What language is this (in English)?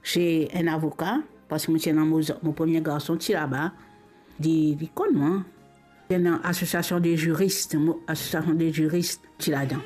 Morisyen